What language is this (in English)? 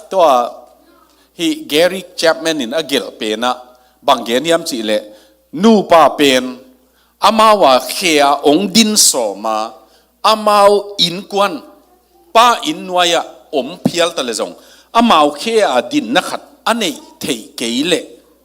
Tedim Chin